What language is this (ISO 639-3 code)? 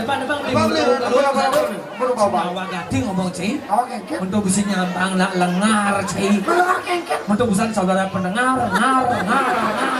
ban